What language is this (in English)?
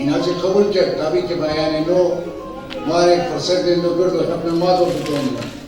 Zaza